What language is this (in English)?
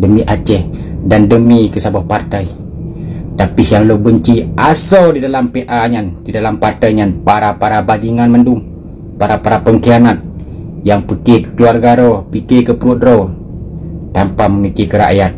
Achinese